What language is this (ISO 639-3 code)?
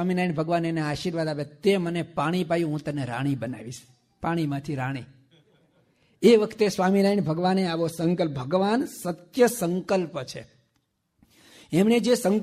guj